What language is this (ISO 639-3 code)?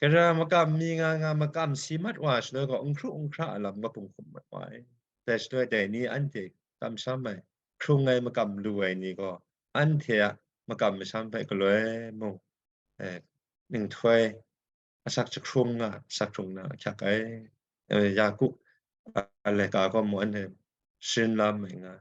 kac